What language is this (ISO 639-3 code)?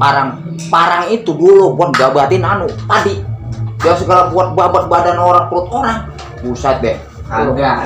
bew